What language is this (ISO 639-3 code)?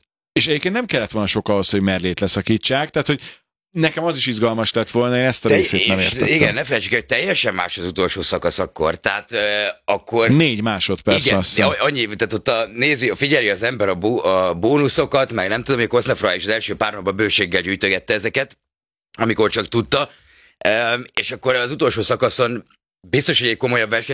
hun